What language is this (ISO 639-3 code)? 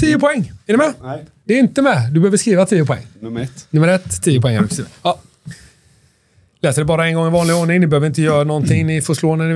swe